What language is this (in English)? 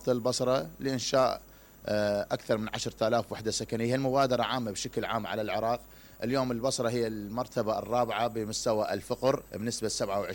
Mesopotamian Arabic